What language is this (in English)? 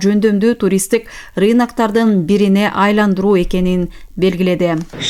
Kyrgyz